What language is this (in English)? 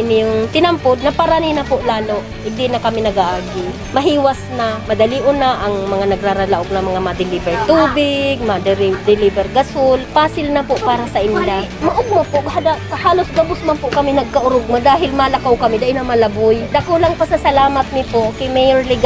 Bikol